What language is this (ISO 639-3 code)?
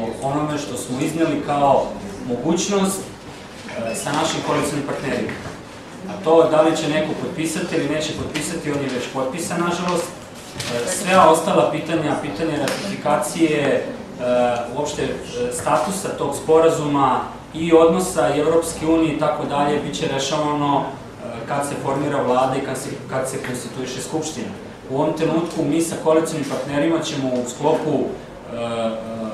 srp